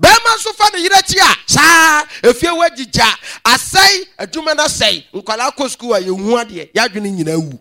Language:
Akan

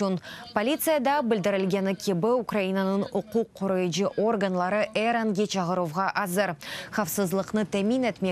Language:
Crimean Tatar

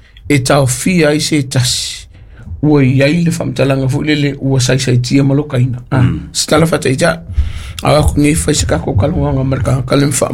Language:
Samoan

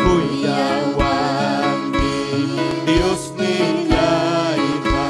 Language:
Ayacucho Quechua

